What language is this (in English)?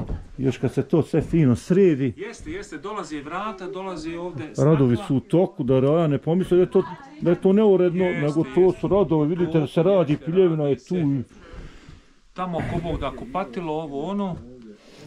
Bosnian